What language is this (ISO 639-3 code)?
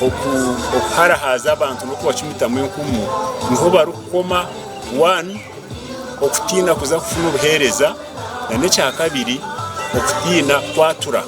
nyn